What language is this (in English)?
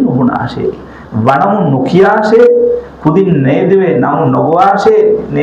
Divehi